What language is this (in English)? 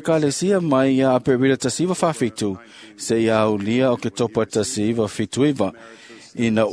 Samoan